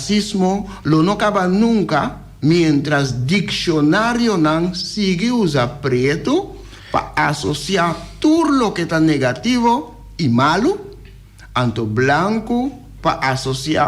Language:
Papiamento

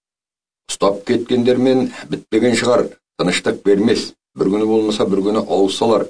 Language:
Kazakh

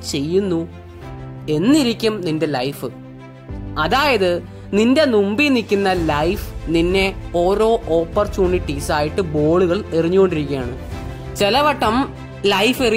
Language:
Malayalam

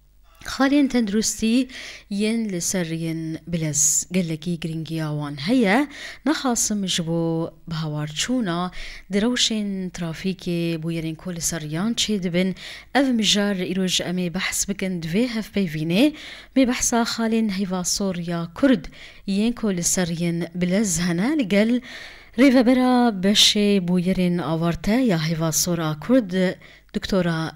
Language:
Kurdish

